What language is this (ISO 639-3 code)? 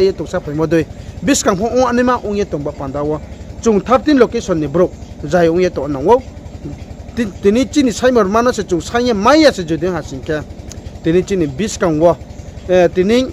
ria